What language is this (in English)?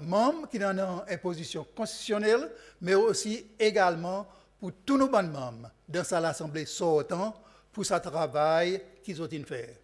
Seselwa Creole French